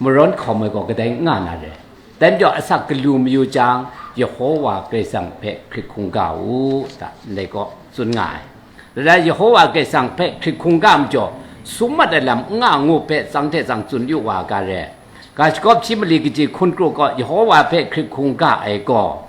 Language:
Kachin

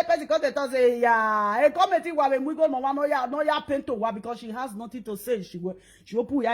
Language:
Nigerian Pidgin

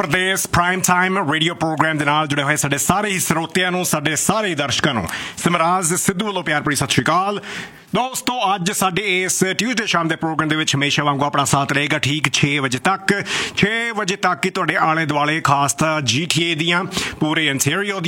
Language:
Punjabi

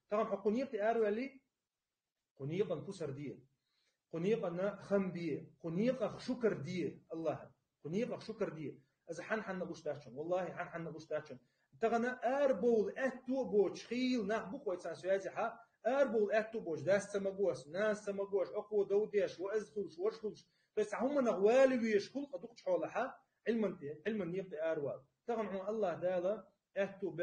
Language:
Chechen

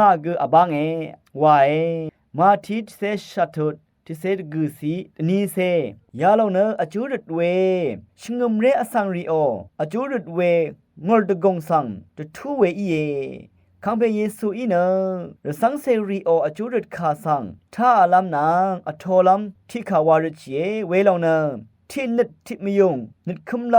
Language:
Rawang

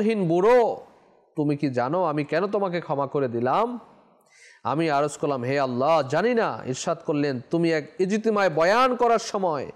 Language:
Bangla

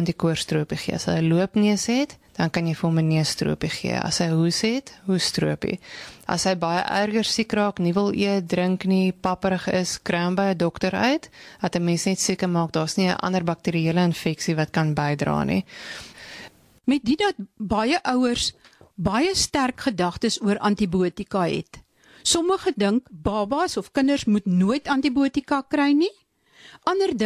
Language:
Afrikaans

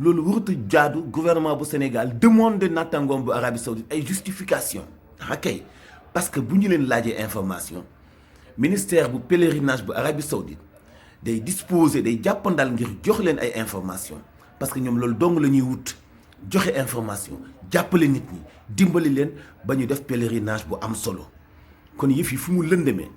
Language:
Wolof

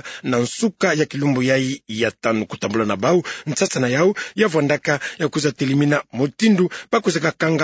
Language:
Kituba (Democratic Republic of Congo)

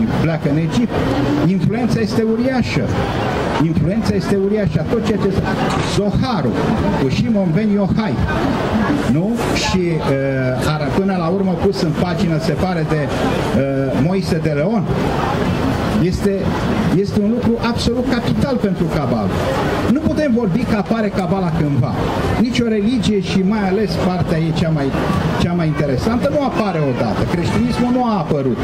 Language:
Romanian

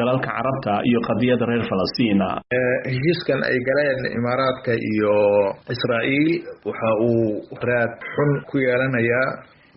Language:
Somali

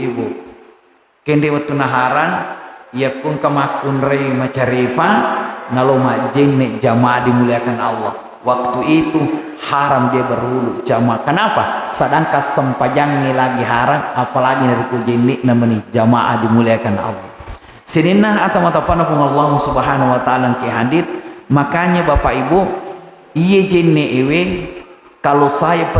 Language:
Buginese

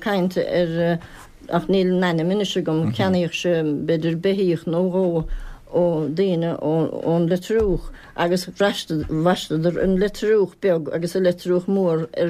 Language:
Irish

